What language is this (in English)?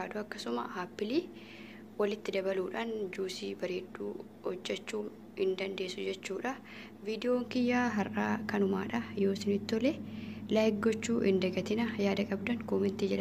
Oromo